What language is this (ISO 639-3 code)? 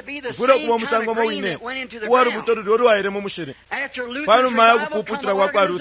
bem